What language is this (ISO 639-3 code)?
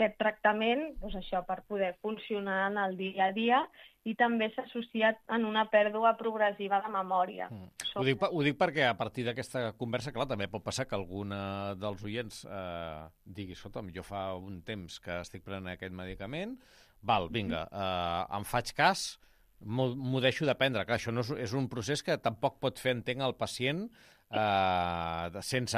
cat